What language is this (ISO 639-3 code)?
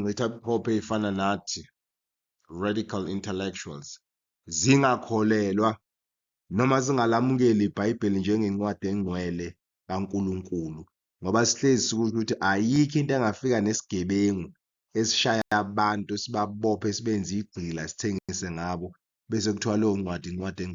zul